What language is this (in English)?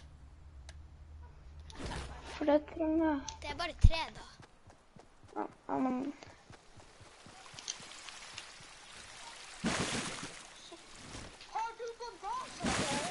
Norwegian